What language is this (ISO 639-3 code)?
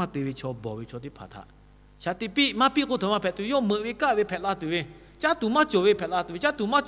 lhu